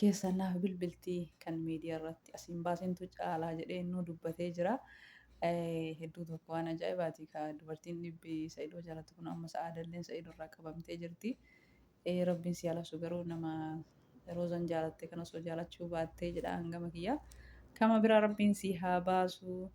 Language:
Oromo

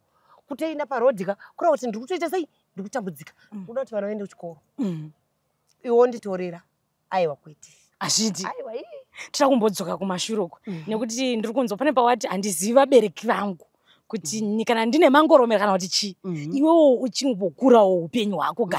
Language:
Shona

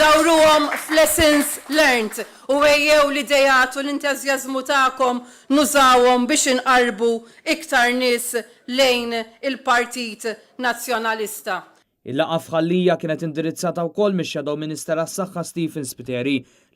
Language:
Maltese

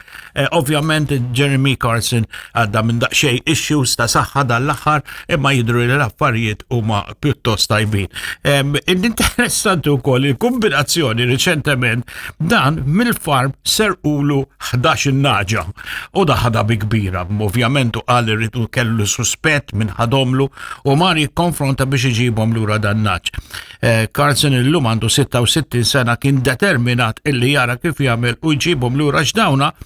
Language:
Maltese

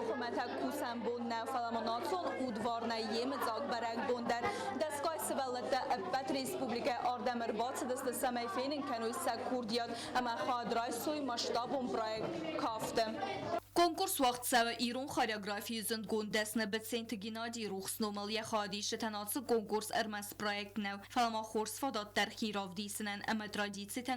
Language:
Ossetic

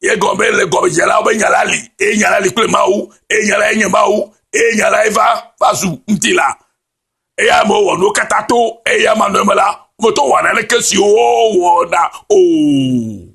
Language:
Ewe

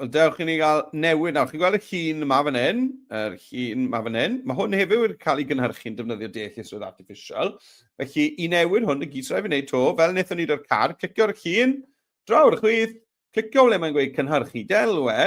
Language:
Welsh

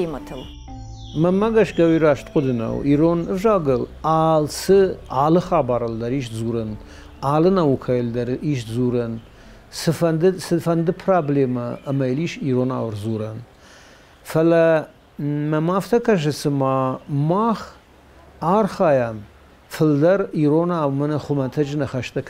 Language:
Ossetic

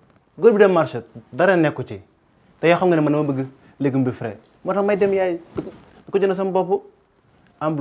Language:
Wolof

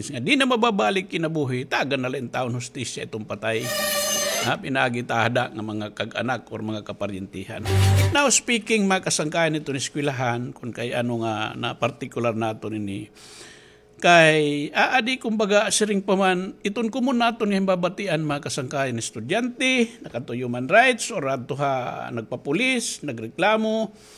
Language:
Waray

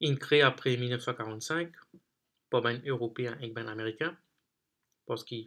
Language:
Morisyen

